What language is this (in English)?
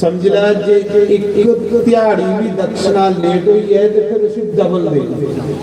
Dogri